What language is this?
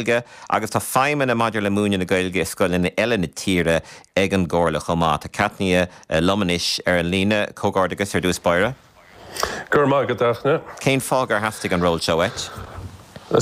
Irish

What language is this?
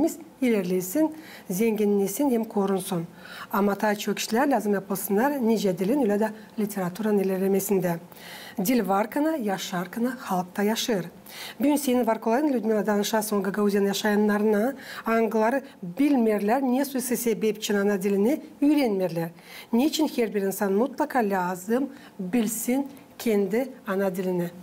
Gagauz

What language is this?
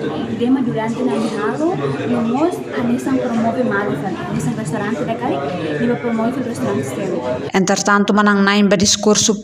Tetum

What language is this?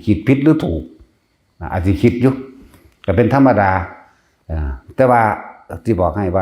Northeastern Thai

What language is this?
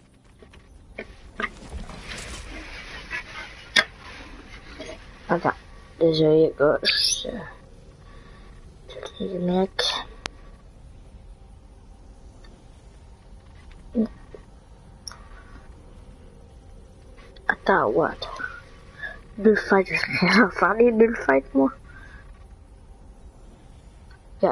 French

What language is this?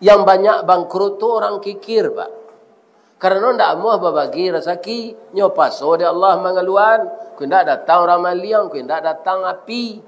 Minangkabau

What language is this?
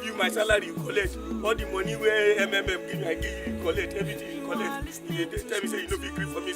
Nigerian Pidgin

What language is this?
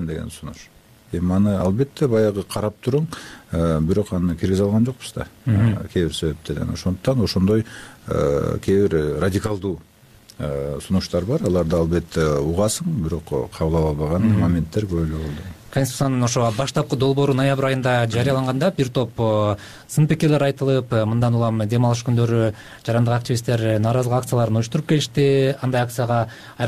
Kyrgyz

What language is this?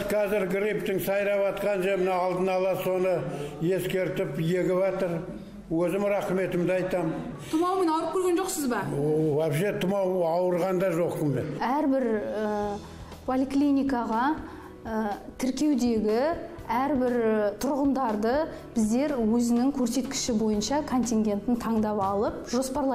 Kazakh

